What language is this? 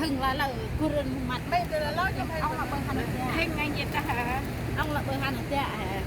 Central Mnong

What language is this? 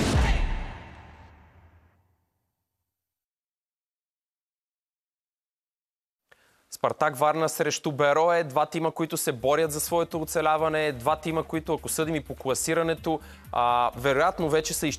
Bulgarian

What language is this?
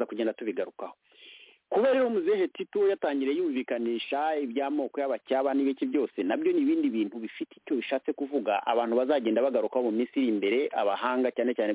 Kinyarwanda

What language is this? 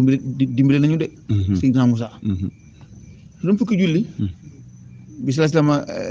Wolof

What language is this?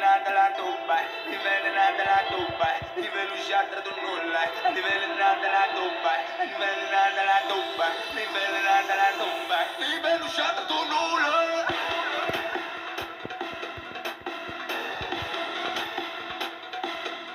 Romanian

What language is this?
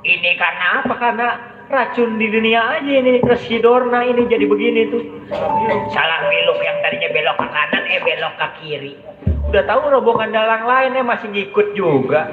Betawi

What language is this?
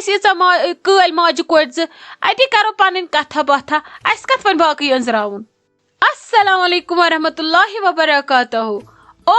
Kashmiri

